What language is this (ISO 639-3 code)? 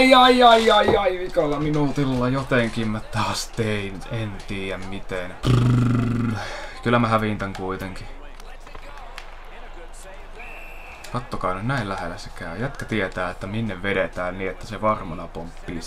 fin